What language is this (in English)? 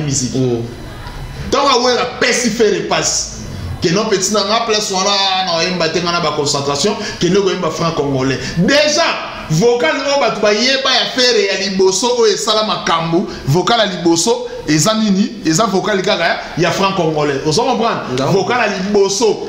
Lingala